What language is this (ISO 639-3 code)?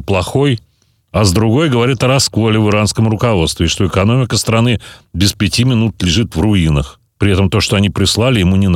rus